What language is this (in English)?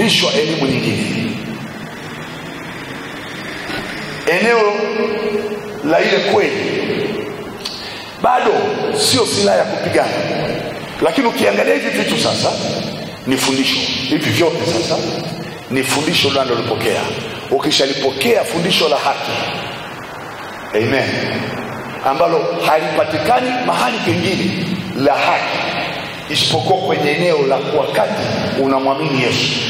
Swahili